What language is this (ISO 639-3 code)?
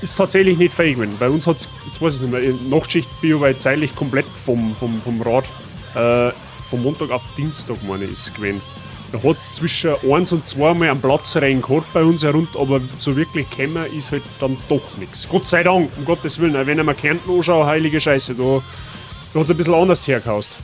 bar